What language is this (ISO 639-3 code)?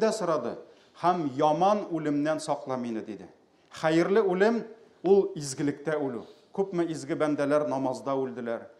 tat